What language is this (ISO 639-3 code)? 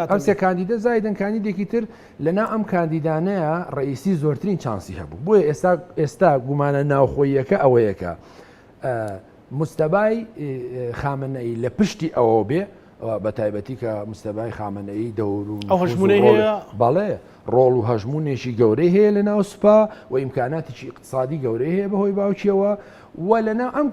ckb